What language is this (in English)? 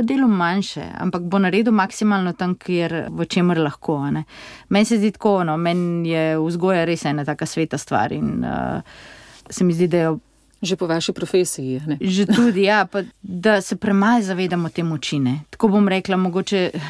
Slovenian